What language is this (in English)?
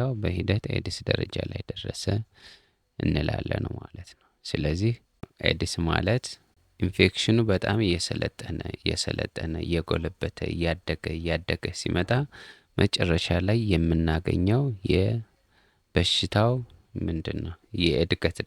Amharic